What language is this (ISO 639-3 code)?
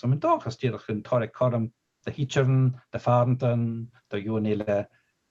gla